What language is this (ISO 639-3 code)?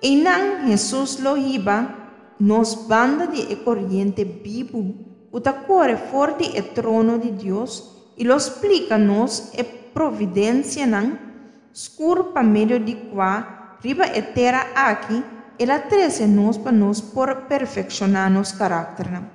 pap